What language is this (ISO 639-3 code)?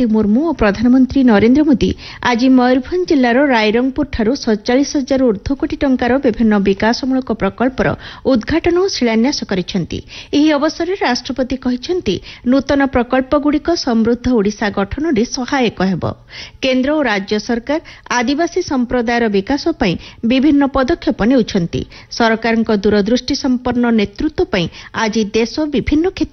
ori